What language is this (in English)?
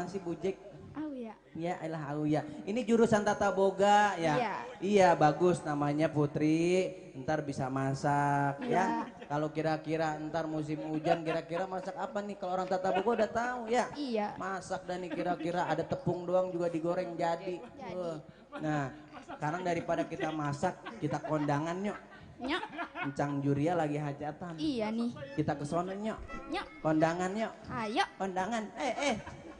Betawi